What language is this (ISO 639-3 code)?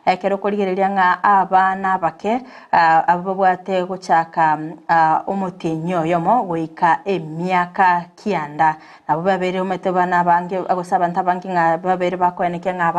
guz